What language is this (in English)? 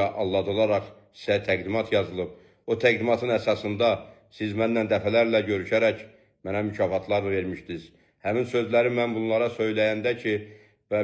Azerbaijani